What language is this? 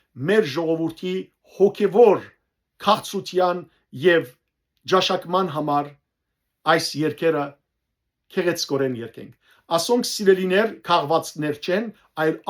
Western Armenian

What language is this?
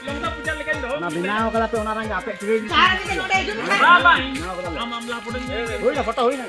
Santali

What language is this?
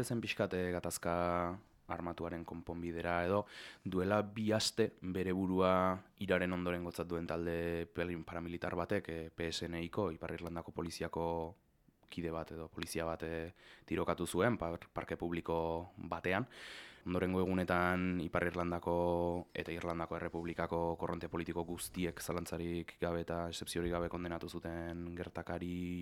Basque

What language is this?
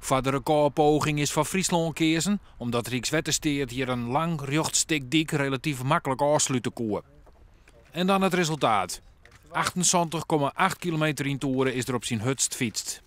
Western Frisian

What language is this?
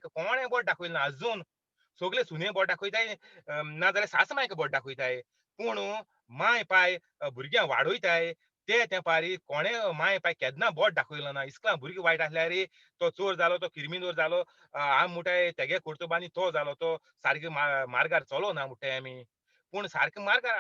Konkani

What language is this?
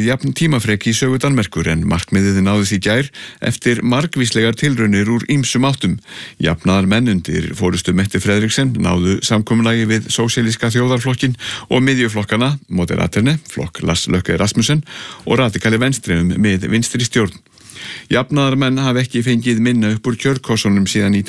Icelandic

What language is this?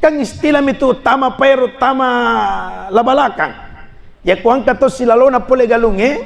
Buginese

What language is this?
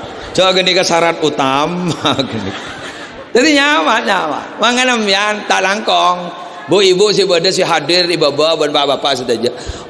Madurese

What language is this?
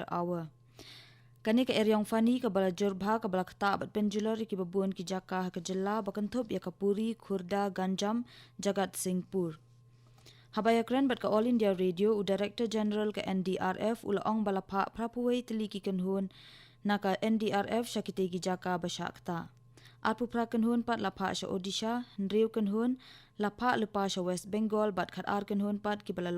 Khasi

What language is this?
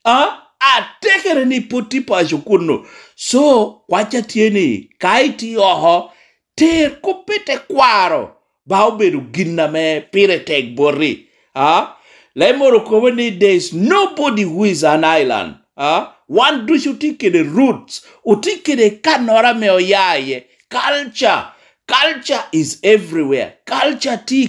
Lango (Uganda)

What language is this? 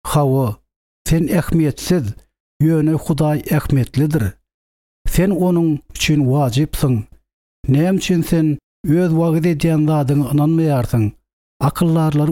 Turkmen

